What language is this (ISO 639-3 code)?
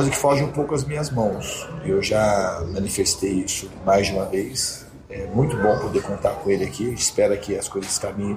por